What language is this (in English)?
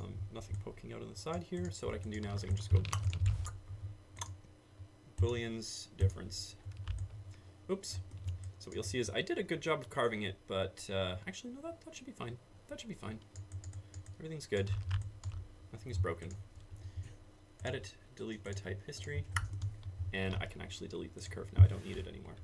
English